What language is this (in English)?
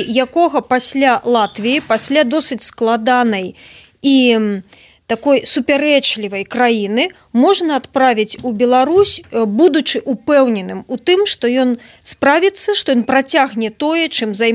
Belarusian